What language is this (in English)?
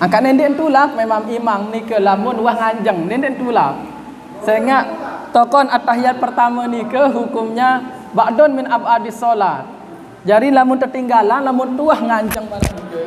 Sasak